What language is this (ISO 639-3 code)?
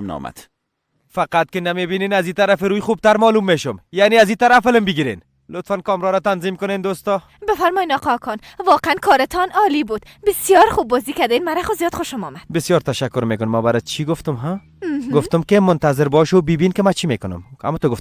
fas